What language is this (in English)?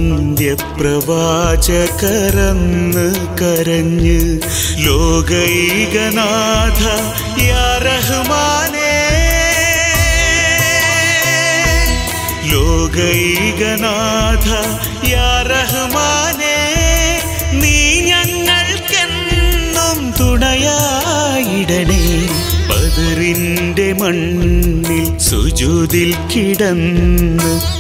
Malayalam